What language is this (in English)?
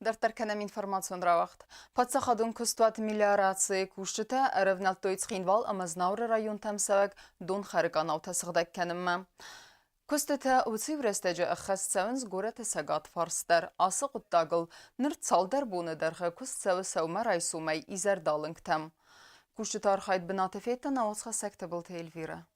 Ossetic